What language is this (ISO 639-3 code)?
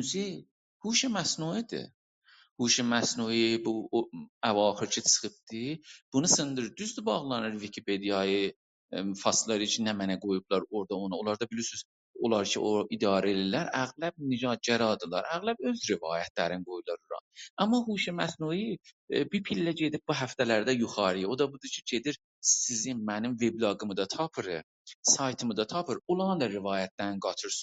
azb